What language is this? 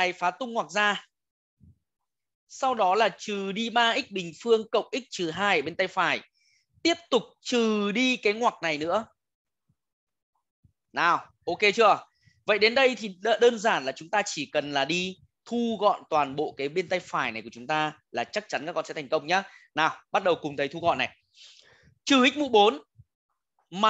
Vietnamese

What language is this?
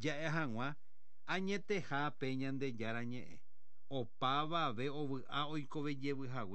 Guarani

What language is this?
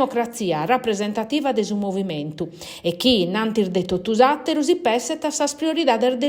Sardinian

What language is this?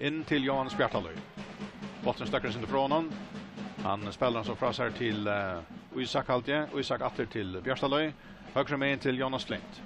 Faroese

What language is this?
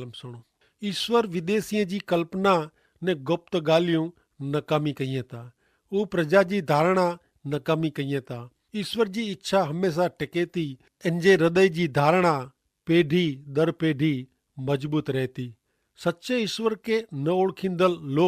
Kachhi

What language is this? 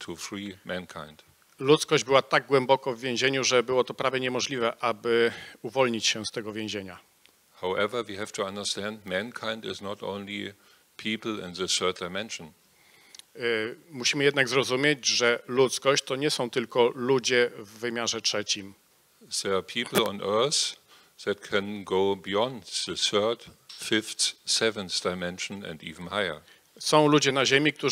Polish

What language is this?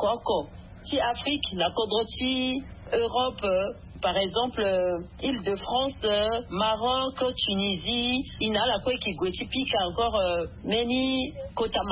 Sango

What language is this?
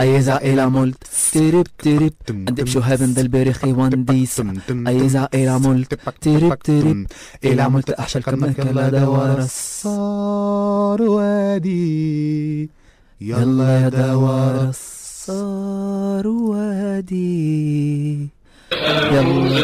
Egyptian Arabic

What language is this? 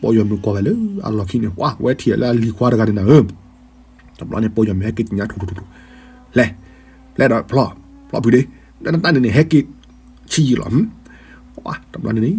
S'gaw Karen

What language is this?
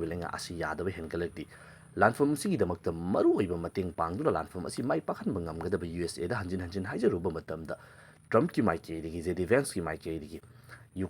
Manipuri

